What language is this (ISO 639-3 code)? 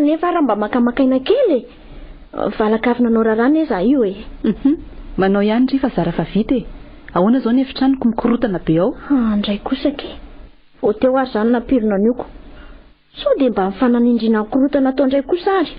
mlg